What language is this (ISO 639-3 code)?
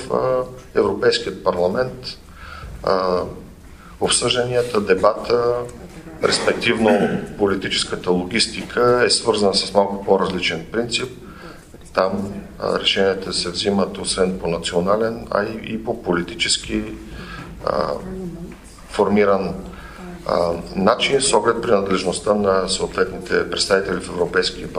bul